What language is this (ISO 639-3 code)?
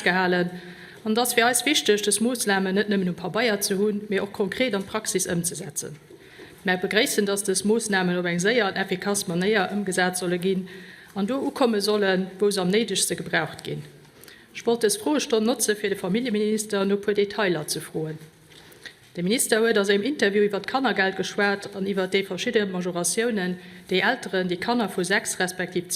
ltz